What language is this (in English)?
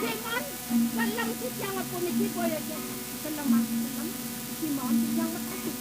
Balinese